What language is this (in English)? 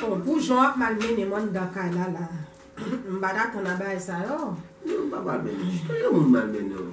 Haitian Creole